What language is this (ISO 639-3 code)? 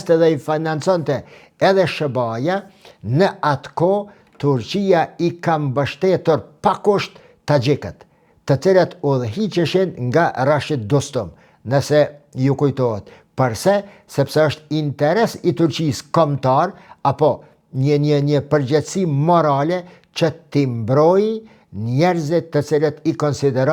sqi